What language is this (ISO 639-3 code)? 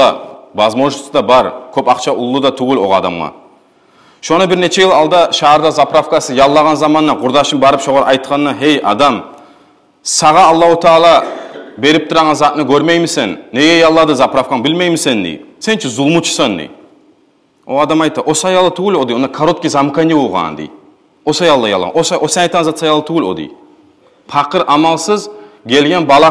kum